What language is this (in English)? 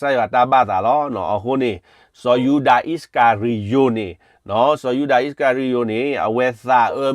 S'gaw Karen